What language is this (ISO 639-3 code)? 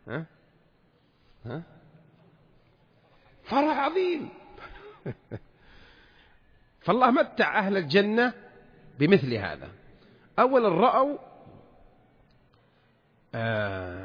ara